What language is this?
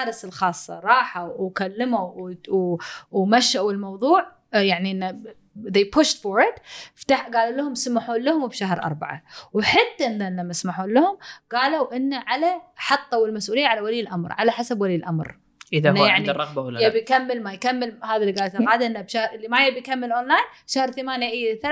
Gulf Arabic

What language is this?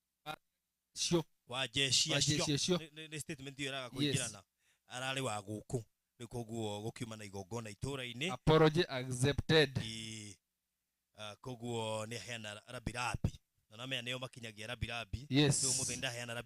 Kikuyu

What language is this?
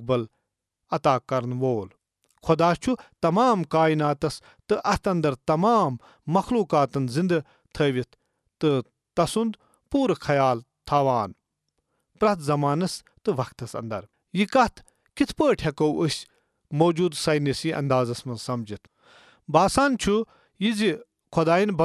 Kashmiri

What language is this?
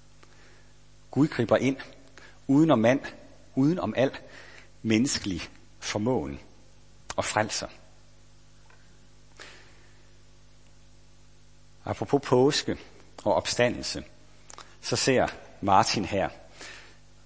Danish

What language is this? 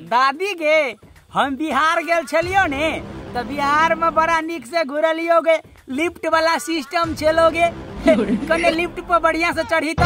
Maithili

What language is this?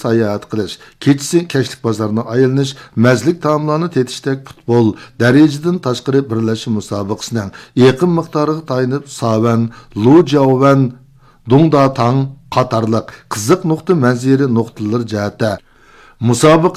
Uyghur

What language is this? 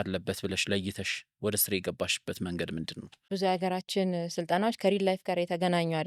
Amharic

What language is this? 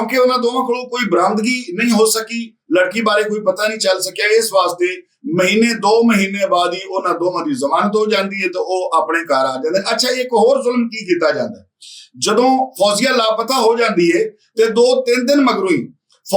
Western Panjabi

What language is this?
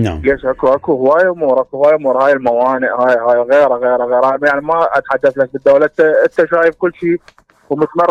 Mesopotamian Arabic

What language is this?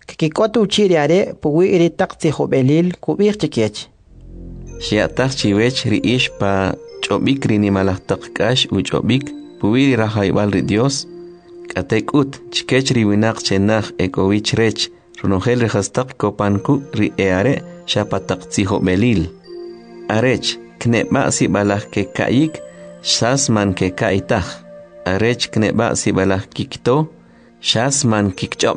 Kʼicheʼ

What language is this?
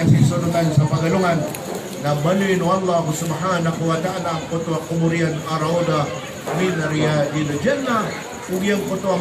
Maranao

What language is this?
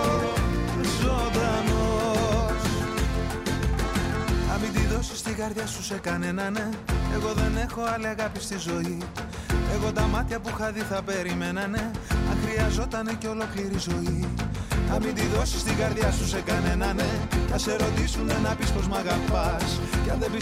Greek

